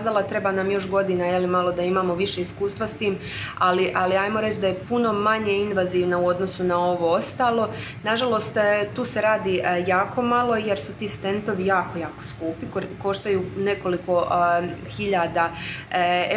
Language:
Croatian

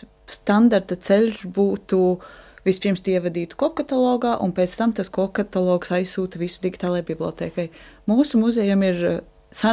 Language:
Latvian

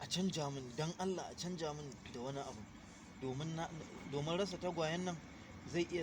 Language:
Hausa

